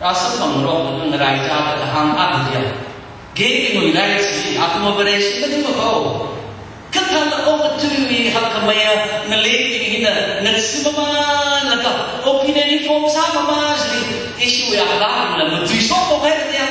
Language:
Tangkhul Naga (India)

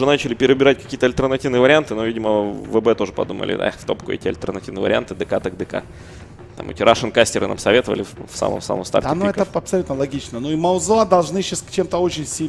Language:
Russian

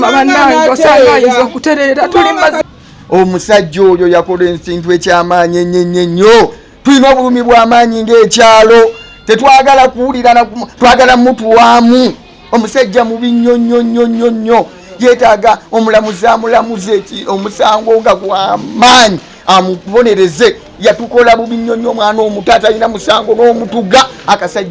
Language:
Ganda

